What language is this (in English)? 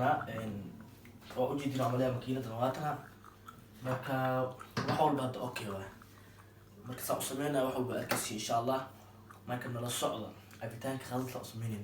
Somali